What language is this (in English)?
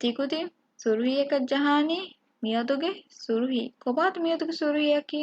Divehi